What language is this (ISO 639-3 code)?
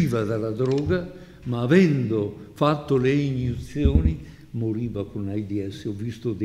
ita